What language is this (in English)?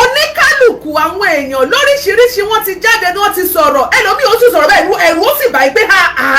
Yoruba